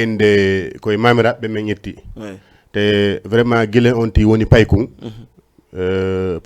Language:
Fula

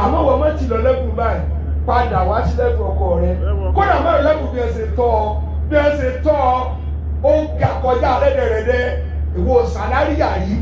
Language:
Yoruba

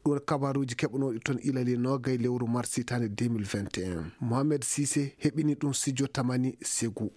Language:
Fula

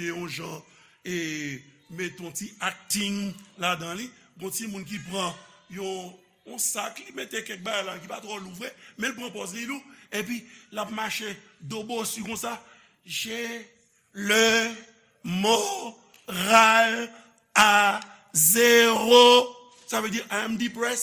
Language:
Haitian Creole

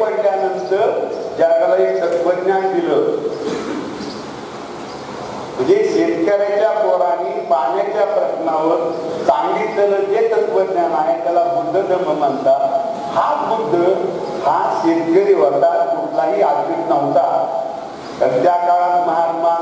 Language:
Marathi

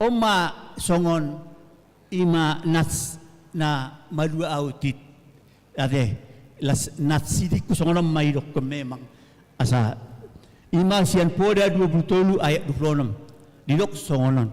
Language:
Batak Toba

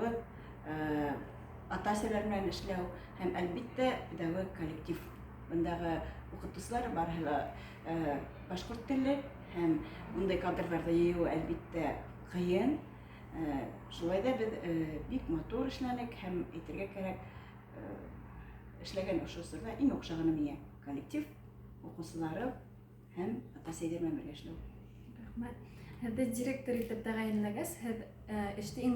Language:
Bashkir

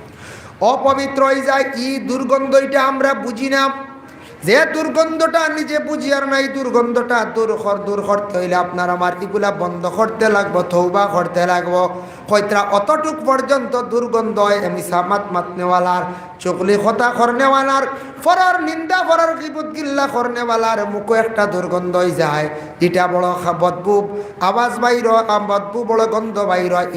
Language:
Sylheti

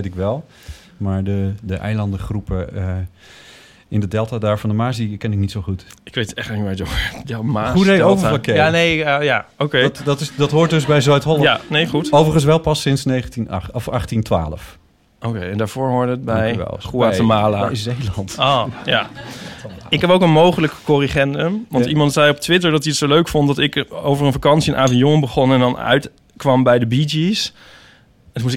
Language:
Dutch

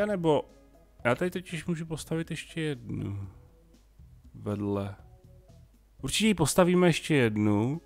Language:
Czech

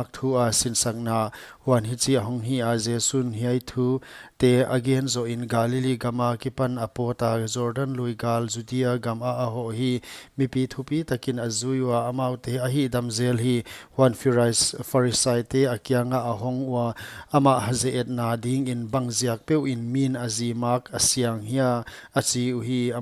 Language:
Paite Chin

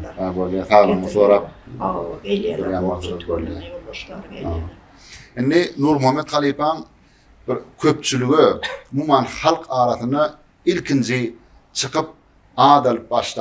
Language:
Turkmen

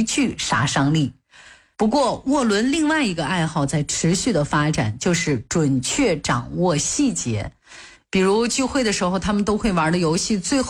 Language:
Chinese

